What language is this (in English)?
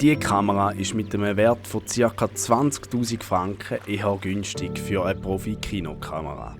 Swiss German